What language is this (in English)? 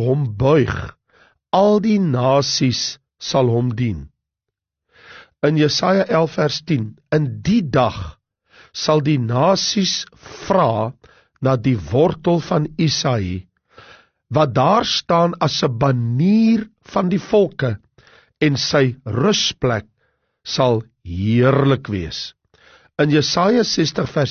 Afrikaans